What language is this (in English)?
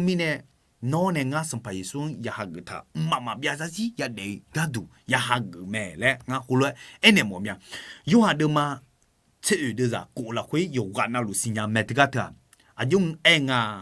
Akha